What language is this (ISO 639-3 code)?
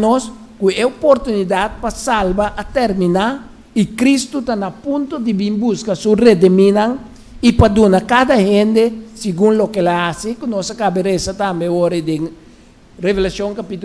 pap